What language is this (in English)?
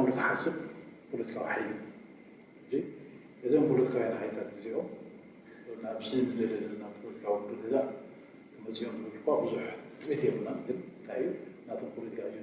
Tigrinya